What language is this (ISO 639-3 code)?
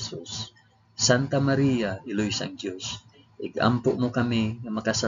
hil